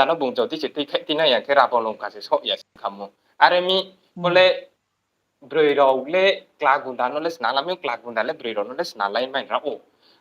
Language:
Riang (India)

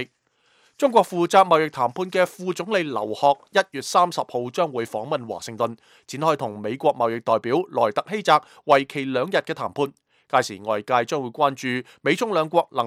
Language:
Cantonese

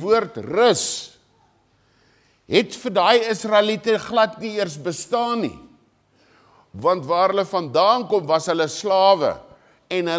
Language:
Afrikaans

